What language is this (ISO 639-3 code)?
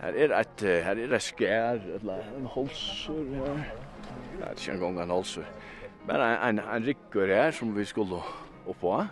fao